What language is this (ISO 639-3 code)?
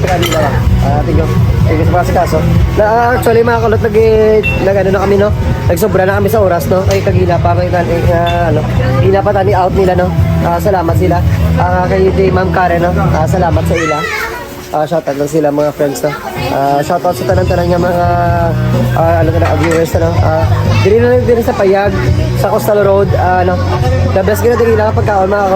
hil